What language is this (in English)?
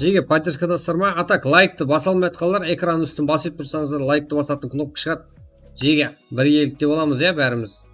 Kara-Kalpak